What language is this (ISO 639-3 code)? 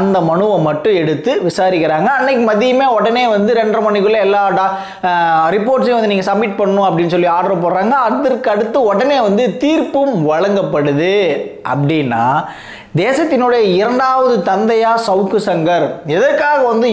tam